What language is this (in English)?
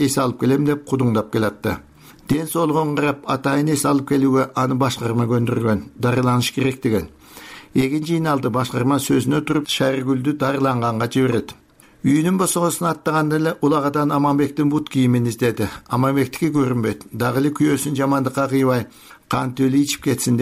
Kyrgyz